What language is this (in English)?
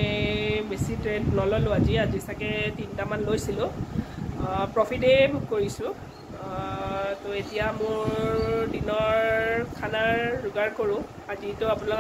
Assamese